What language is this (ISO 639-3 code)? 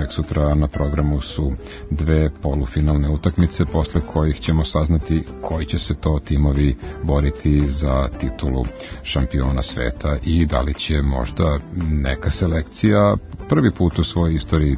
srp